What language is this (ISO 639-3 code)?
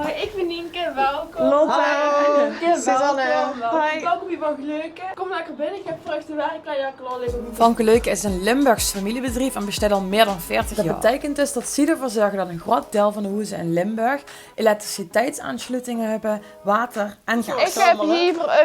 lim